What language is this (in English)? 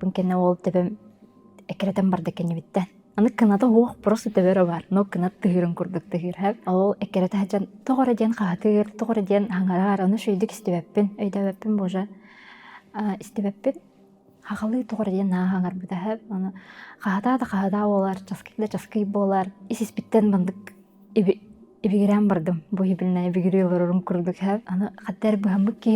Yakut